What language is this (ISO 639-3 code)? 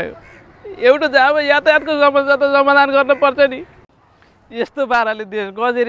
nep